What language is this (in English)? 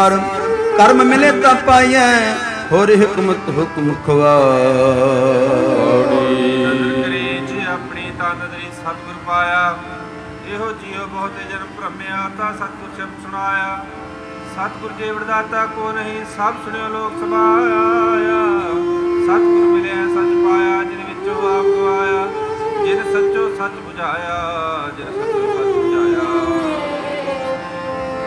Punjabi